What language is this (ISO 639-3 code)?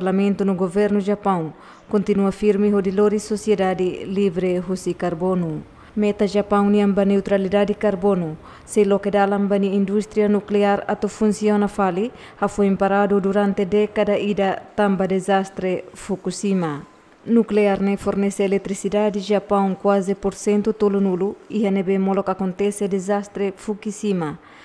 tet